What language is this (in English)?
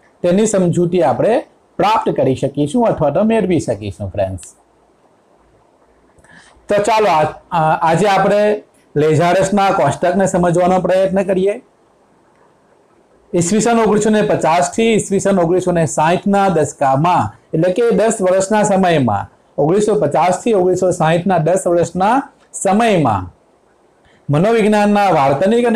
Gujarati